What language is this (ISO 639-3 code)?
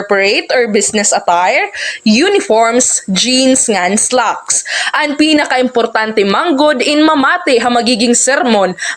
war